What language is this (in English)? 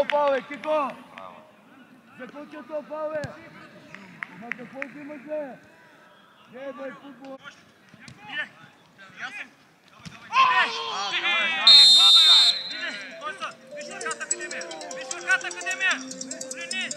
Bulgarian